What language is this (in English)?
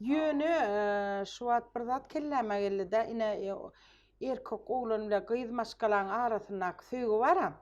Turkmen